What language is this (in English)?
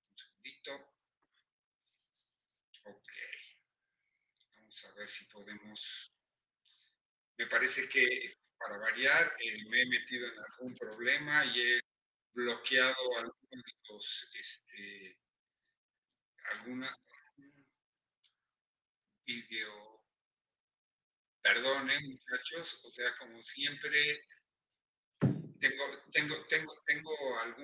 Spanish